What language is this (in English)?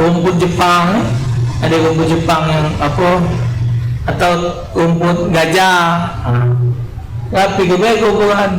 Musi